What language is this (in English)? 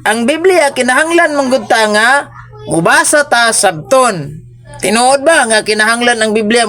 Cebuano